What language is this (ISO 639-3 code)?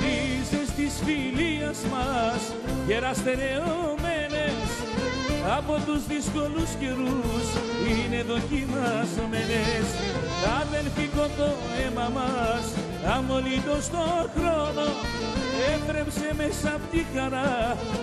ell